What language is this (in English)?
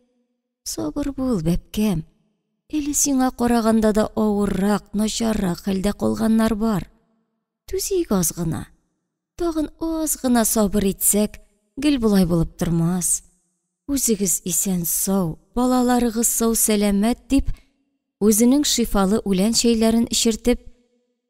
Tatar